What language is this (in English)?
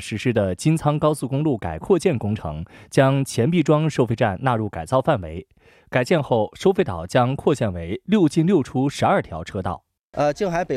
Chinese